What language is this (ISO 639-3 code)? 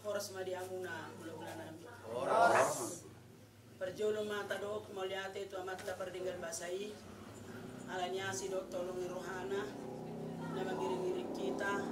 bbc